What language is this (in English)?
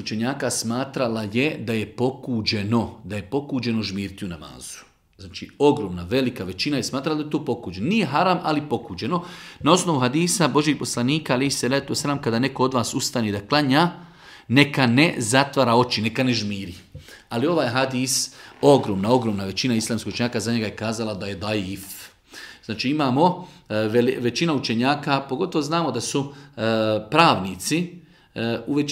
Bosnian